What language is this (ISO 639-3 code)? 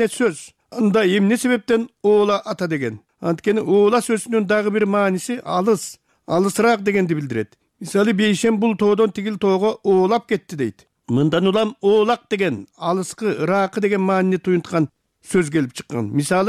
kir